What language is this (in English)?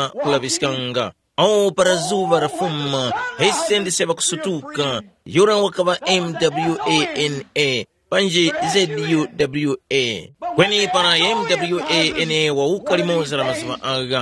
Tumbuka